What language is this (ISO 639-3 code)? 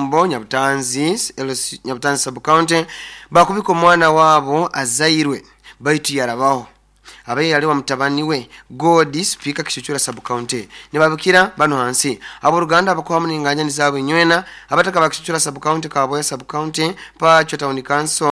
nyo